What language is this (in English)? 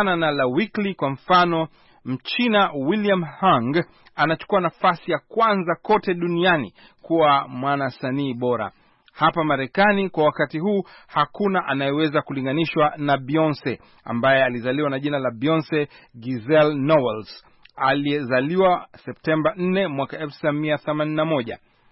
Swahili